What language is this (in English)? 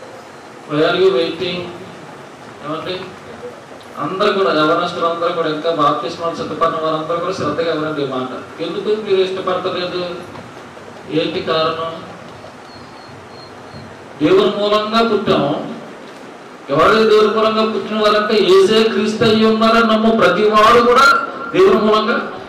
Telugu